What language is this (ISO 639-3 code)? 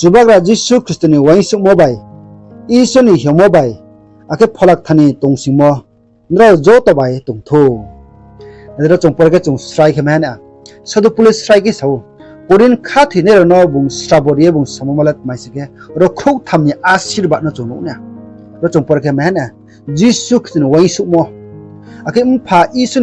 ria